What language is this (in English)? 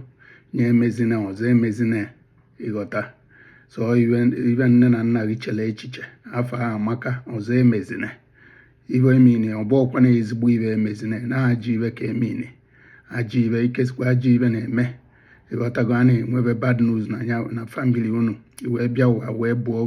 Igbo